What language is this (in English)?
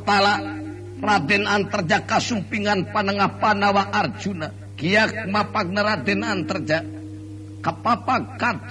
Sundanese